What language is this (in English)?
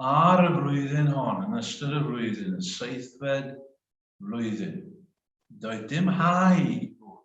Welsh